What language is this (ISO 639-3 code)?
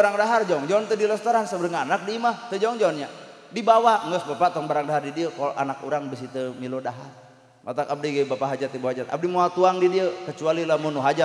sun